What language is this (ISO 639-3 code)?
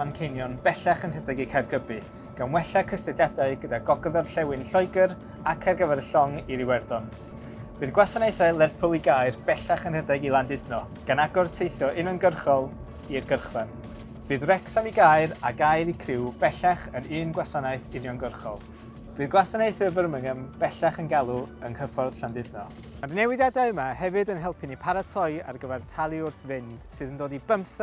cym